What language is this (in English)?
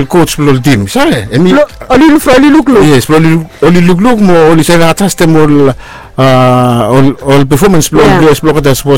Bislama